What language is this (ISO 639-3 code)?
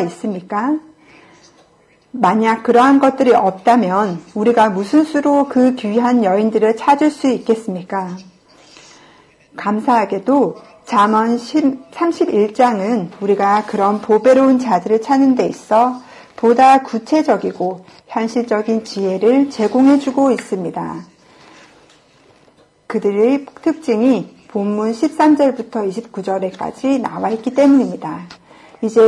kor